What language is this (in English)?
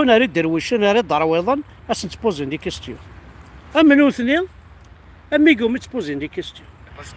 Kabyle